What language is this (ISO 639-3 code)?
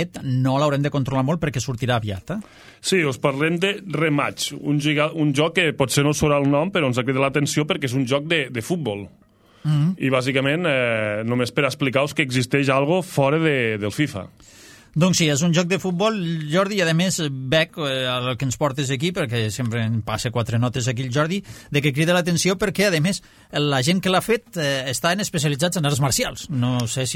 cat